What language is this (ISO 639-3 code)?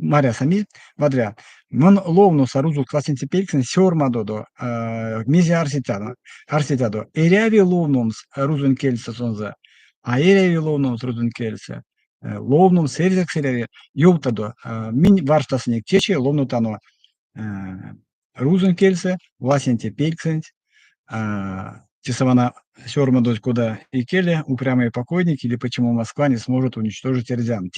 myv